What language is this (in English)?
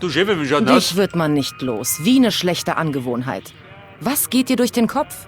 Bavarian